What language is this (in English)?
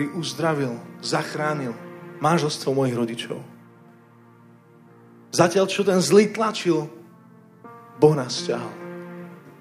Slovak